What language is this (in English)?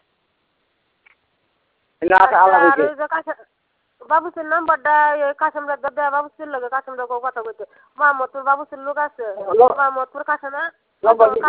Bangla